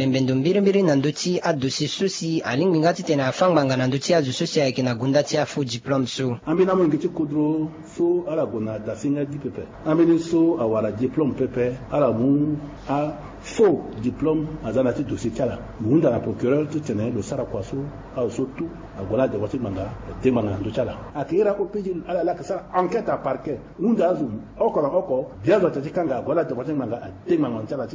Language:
Sango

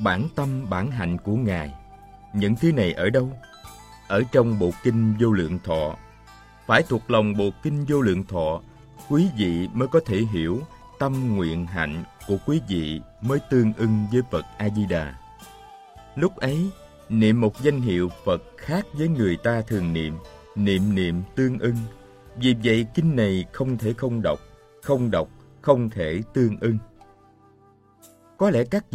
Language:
Vietnamese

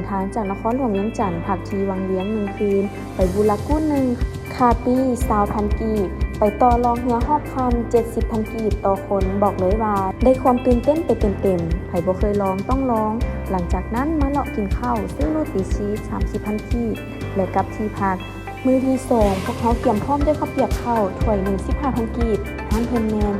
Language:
Lao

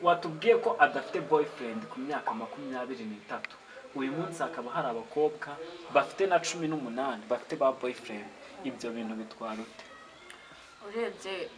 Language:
Kinyarwanda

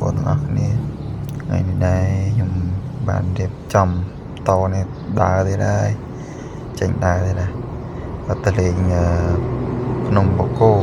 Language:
Khmer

